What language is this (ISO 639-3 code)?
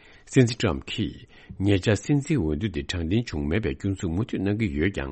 bod